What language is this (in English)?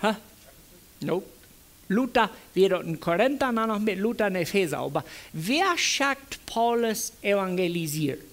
Plautdietsch